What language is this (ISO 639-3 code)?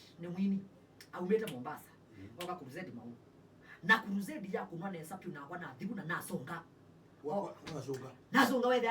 kam